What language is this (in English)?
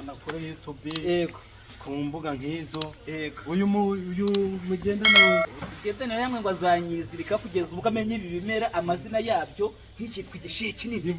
Kinyarwanda